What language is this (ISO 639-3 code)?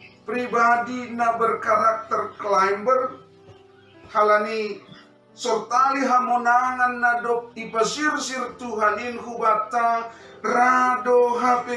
bts